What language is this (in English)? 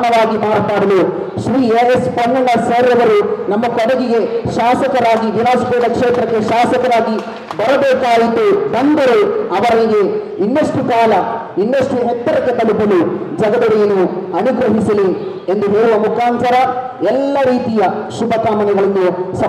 Kannada